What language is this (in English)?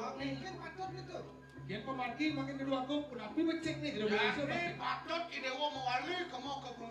Balinese